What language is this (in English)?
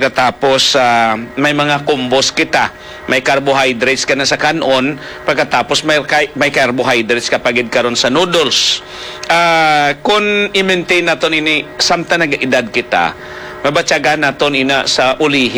Hiligaynon